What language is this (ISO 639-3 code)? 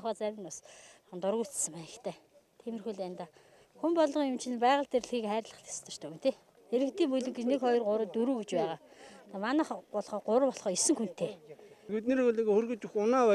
mon